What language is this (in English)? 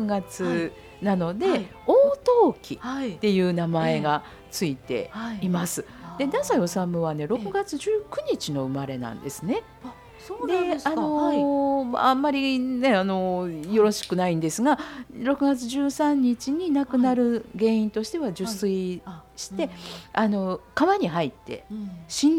Japanese